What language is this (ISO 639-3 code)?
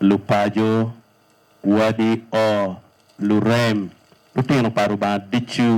ach